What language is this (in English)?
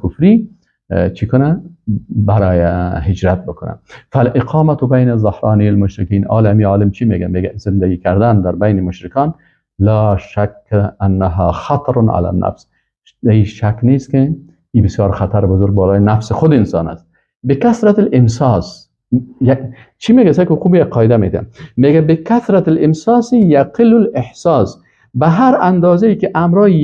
Persian